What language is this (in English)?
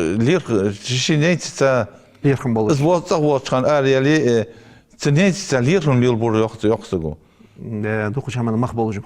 Ingush